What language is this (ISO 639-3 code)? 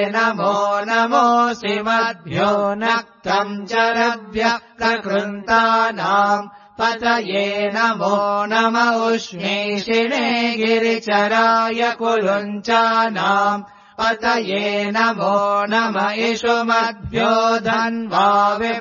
san